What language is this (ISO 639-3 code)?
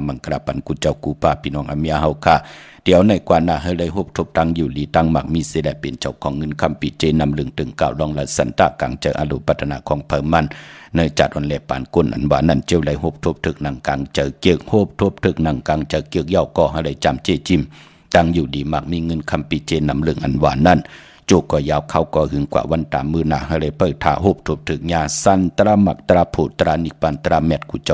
shn